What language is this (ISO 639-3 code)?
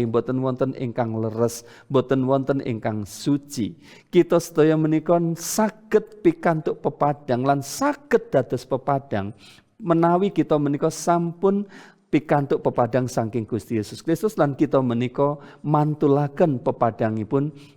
jav